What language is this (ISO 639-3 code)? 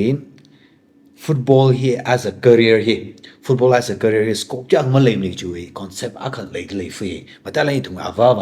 nmf